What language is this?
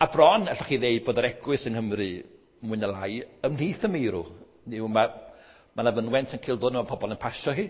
Welsh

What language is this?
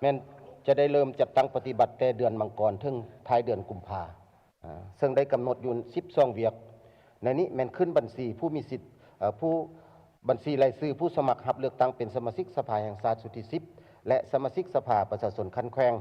Lao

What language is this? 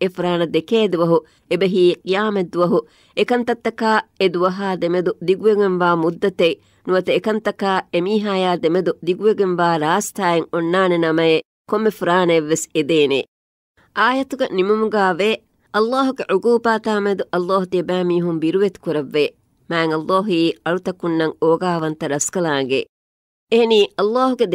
Divehi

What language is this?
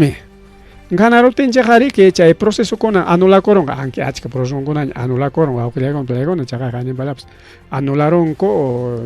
Ayacucho Quechua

